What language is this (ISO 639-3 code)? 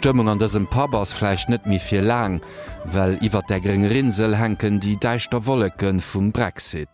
ltz